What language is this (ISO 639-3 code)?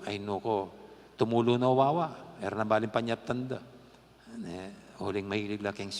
pam